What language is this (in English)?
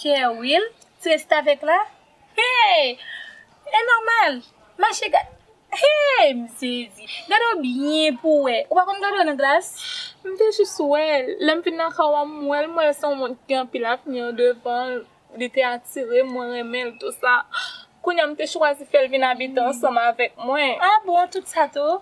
Haitian Creole